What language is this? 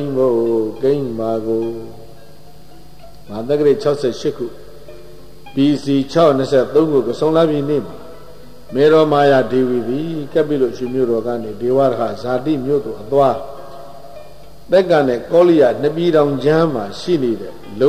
Burmese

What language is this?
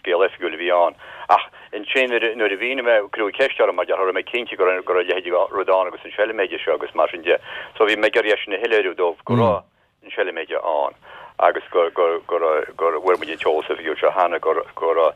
Irish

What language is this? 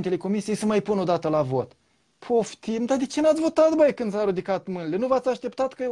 Romanian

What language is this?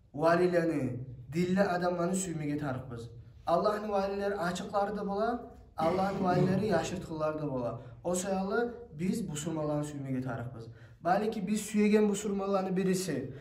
Kumyk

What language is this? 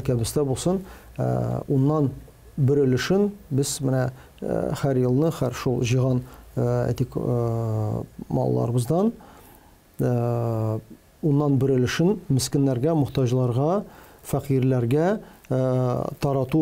Tatar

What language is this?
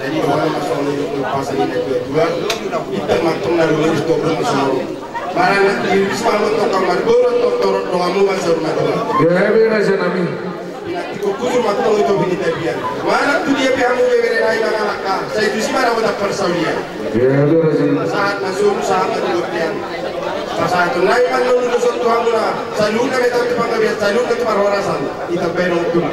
Batak Toba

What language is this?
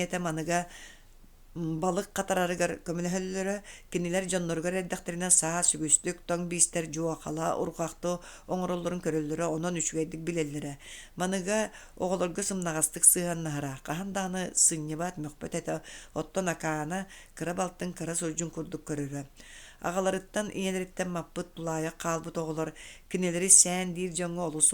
Yakut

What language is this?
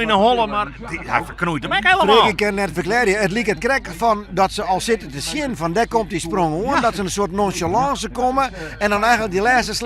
Western Frisian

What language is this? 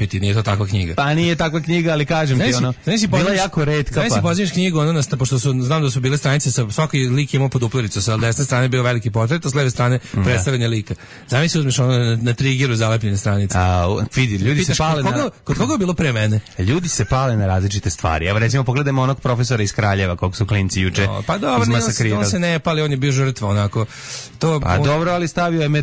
Serbian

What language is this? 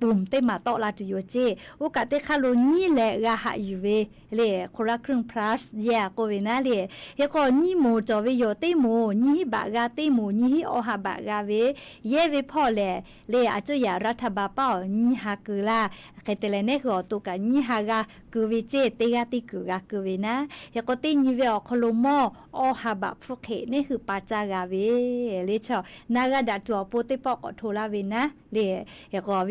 Lahu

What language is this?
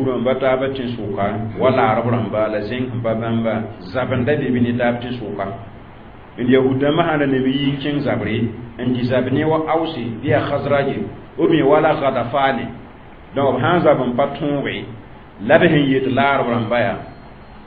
Mossi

